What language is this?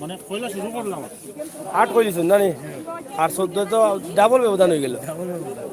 Sylheti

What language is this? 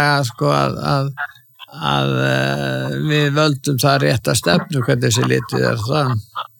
Icelandic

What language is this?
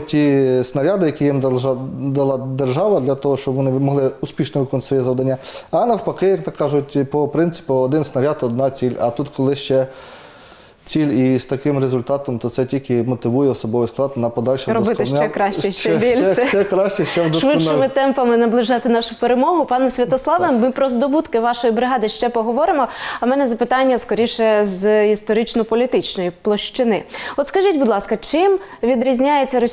Ukrainian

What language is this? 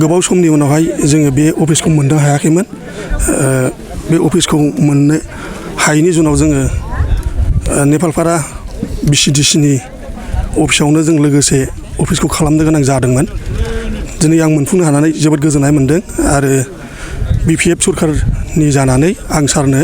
Bodo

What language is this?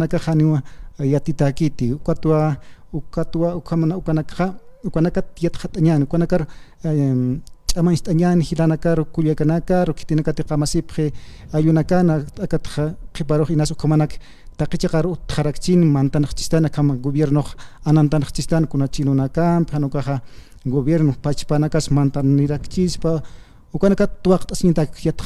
Aymara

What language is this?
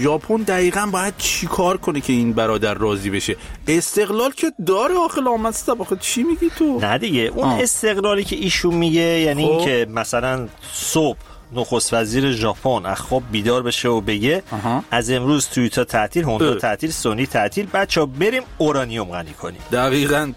Persian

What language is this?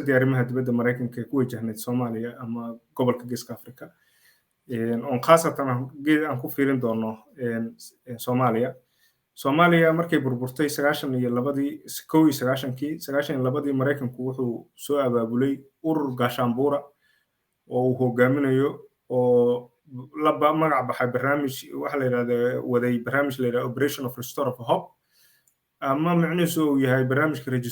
Somali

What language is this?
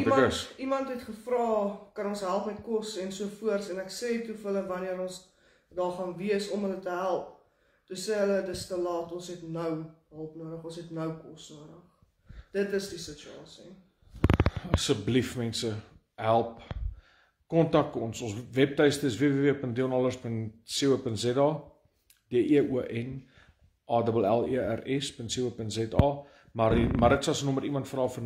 Afrikaans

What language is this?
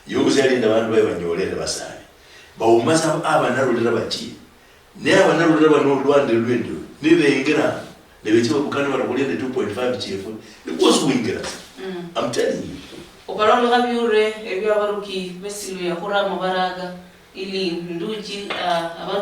Luyia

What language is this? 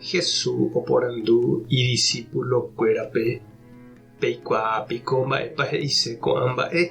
Guarani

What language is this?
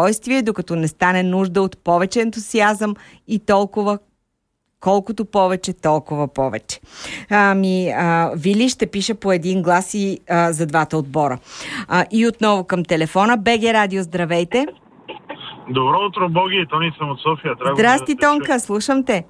Bulgarian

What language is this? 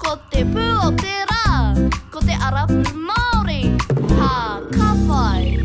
Māori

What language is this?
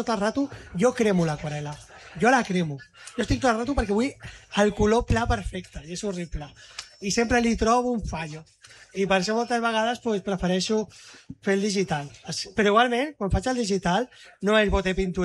Catalan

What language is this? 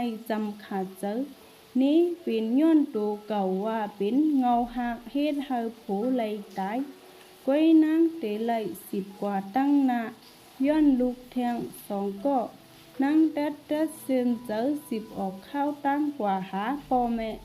Shan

